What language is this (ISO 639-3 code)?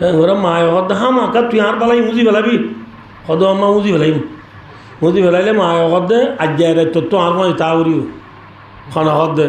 rhg